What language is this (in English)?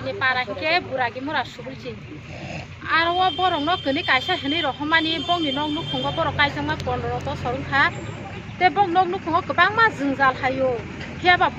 Kok Borok